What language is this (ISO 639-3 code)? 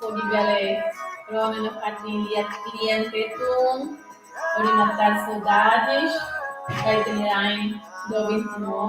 tet